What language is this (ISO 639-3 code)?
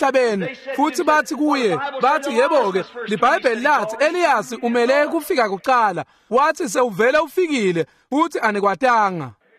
ssw